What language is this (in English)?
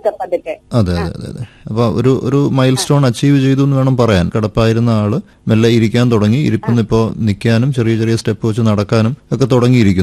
Malayalam